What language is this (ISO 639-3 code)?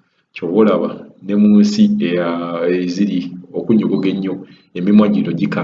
lug